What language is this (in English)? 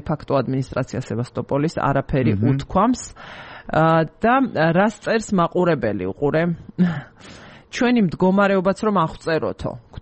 Georgian